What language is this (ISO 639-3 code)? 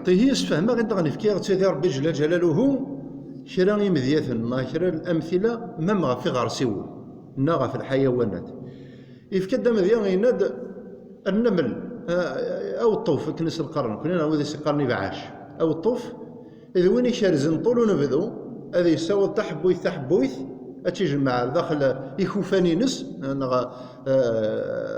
kab